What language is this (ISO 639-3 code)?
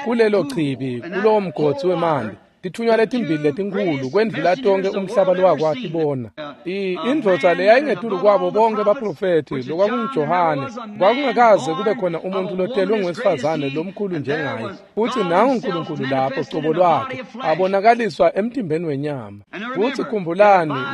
ssw